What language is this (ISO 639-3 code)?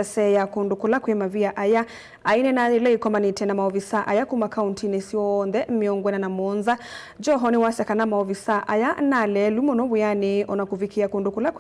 kam